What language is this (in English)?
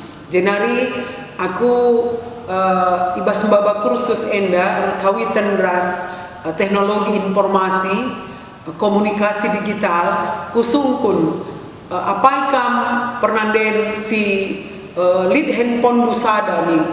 Batak Karo